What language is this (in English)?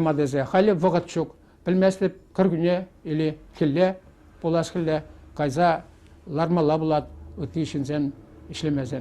Chuvash